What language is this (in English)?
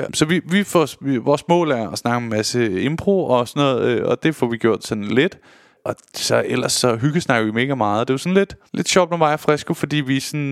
Danish